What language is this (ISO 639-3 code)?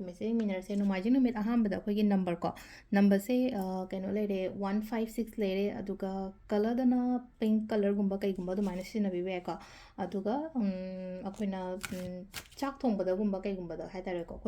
mni